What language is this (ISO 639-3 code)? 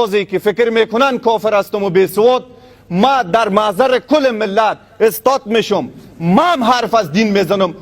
fas